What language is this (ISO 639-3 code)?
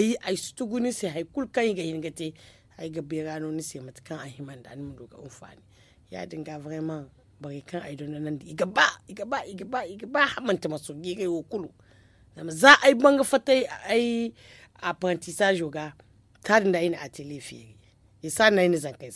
dje